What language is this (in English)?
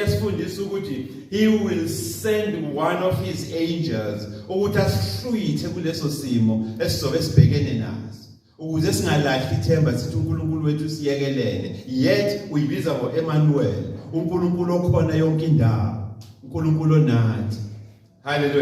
Zulu